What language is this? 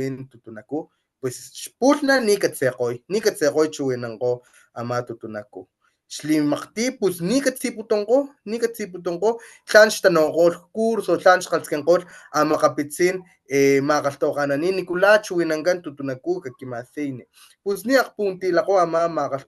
Papantla Totonac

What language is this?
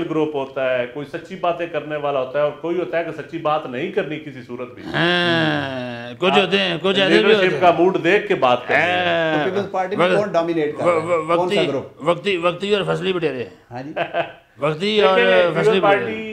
Urdu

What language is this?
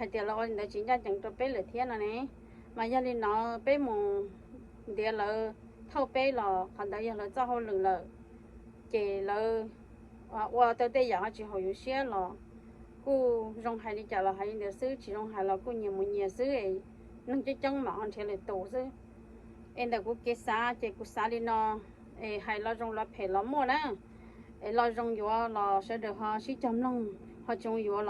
Hmong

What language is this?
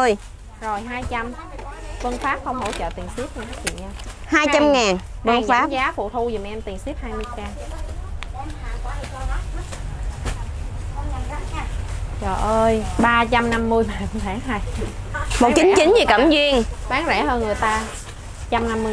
Vietnamese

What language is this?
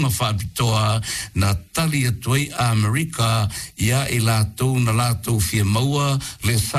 Samoan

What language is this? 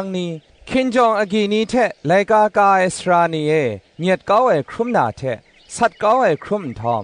Kachin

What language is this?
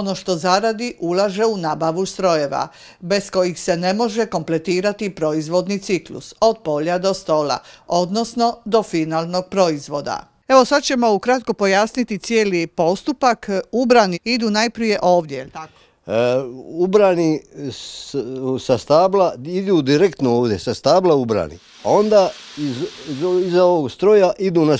Croatian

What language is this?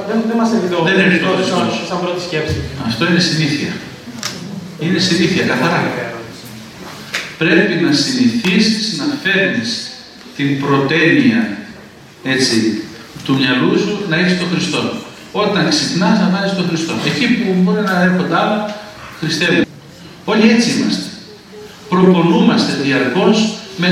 Greek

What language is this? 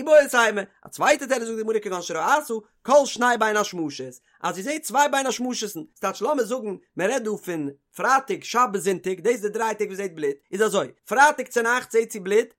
Yiddish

